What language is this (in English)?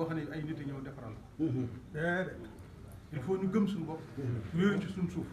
Wolof